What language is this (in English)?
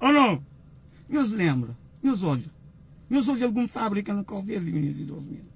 Kabuverdianu